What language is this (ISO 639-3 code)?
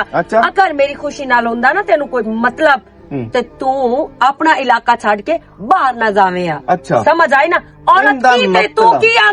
lah